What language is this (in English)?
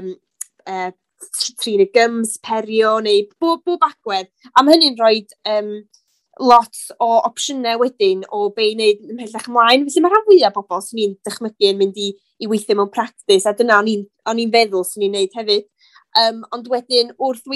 Welsh